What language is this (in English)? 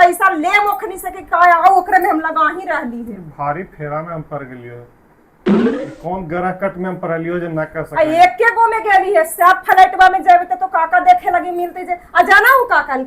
Magahi